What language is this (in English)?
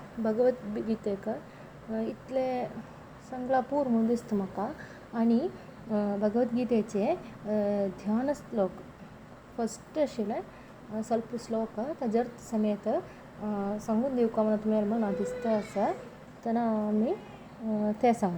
Konkani